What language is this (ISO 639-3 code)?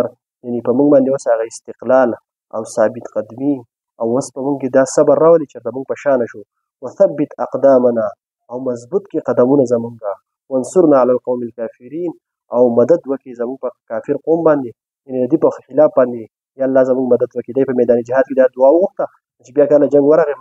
pus